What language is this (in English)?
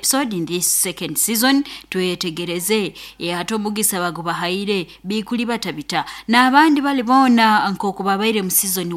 Nyoro